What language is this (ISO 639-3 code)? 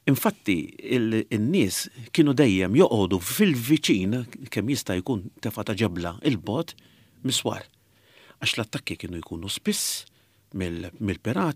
mlt